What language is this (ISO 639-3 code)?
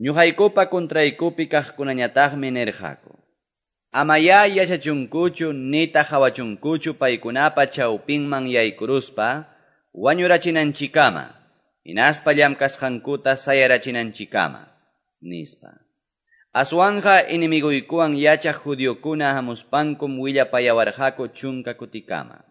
que